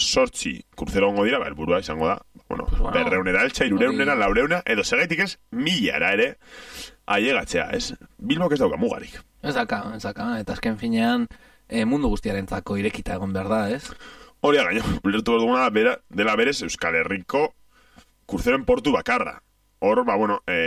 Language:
Basque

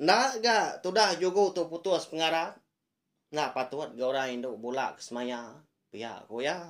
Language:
Iban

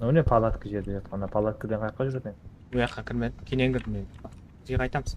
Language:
Kara-Kalpak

